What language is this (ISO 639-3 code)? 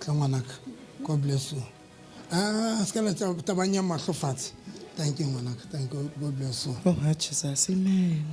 sot